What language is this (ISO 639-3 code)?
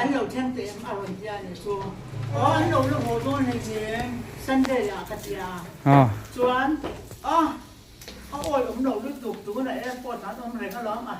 lus